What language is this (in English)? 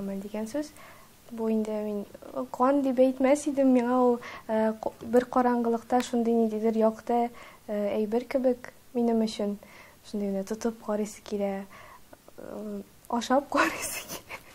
Tatar